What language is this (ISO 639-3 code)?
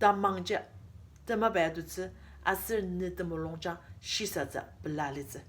njo